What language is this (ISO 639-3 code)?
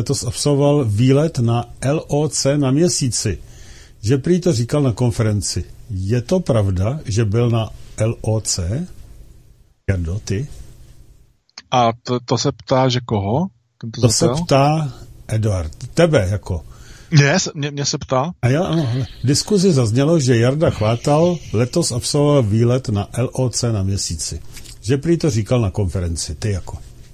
ces